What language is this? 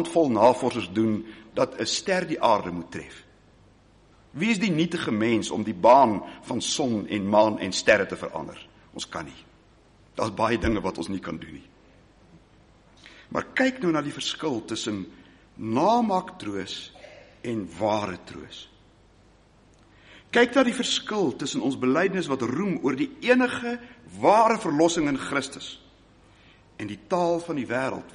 Afrikaans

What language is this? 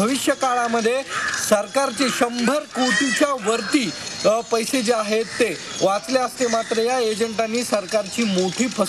Marathi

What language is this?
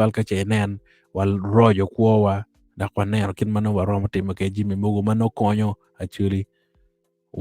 Acoli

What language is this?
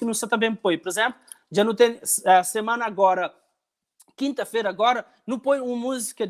Kabuverdianu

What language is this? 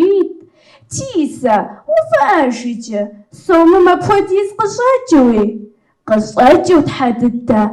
Kabardian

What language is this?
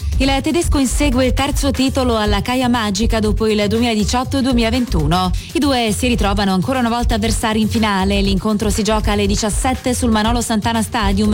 Italian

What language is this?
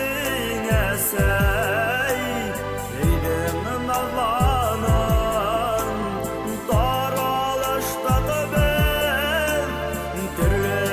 Bashkir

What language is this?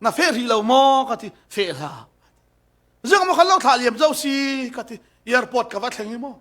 Falam Chin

